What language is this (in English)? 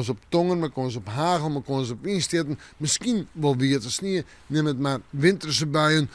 Western Frisian